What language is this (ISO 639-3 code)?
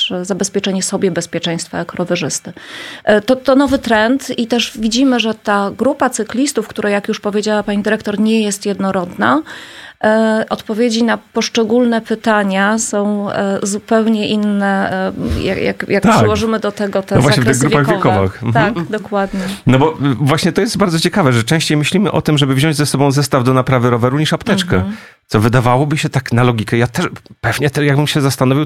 pol